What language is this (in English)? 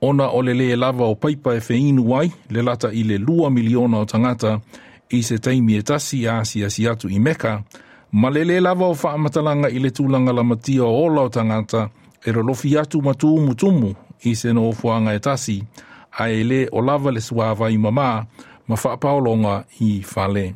Samoan